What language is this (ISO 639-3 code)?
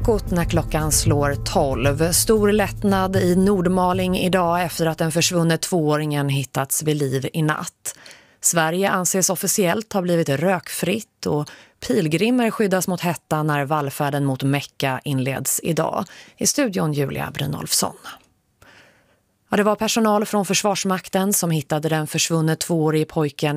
swe